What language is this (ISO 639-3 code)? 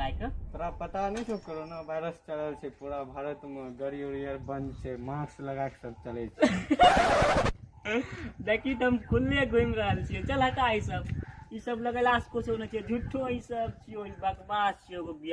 mai